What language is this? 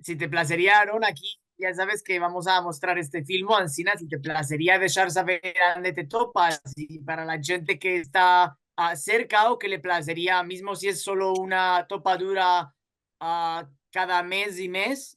Ladino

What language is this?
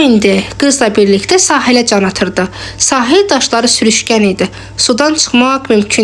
Azerbaijani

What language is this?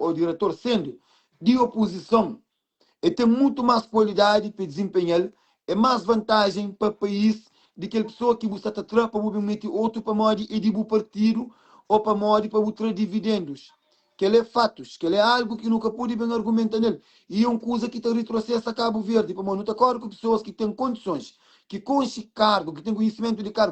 Kabuverdianu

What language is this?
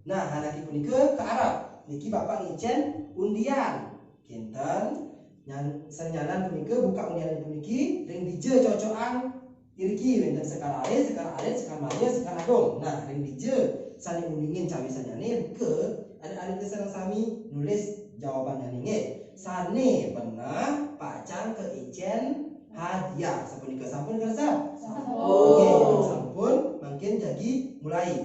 Balinese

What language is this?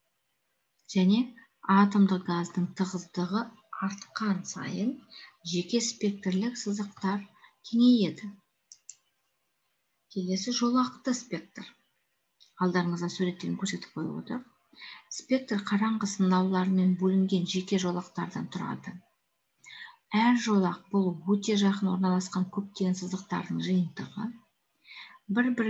Kazakh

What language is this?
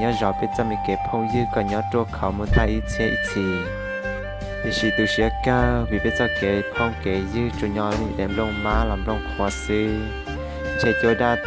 Hmong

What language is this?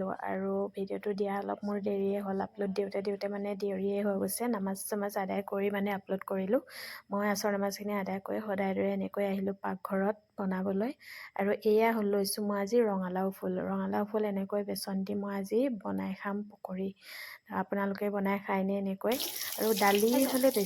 Assamese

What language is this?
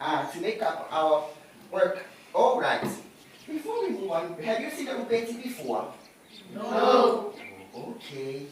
Samoan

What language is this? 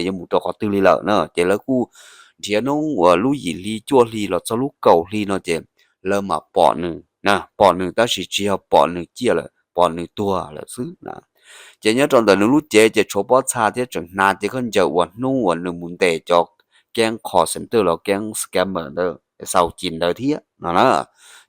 Hmong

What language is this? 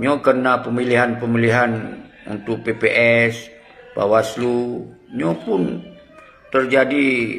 Achinese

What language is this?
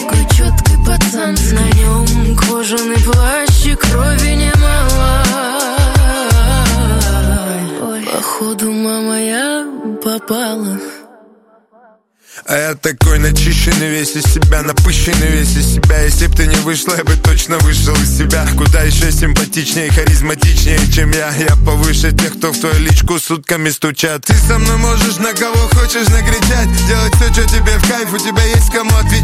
Russian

